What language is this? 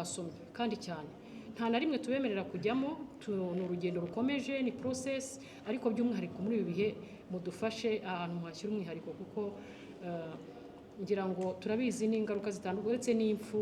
Kinyarwanda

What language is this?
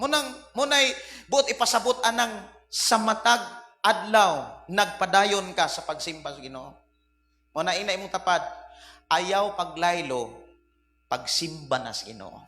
Cebuano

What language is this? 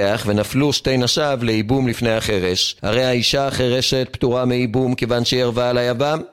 Hebrew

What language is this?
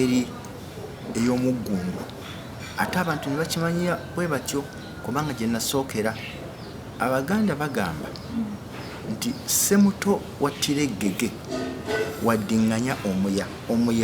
Ganda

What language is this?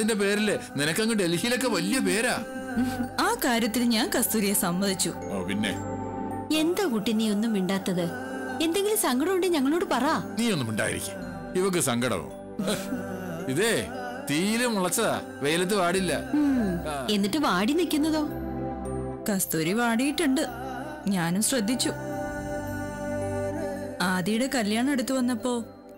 Malayalam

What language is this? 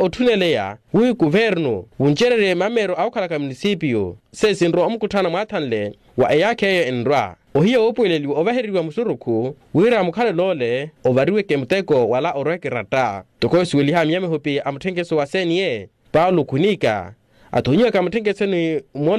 Makhuwa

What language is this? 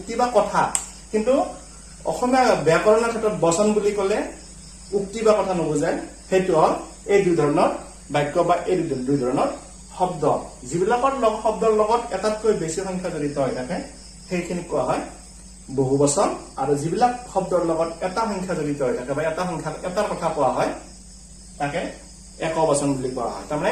Assamese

